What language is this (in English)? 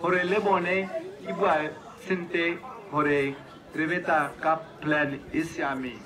Tswana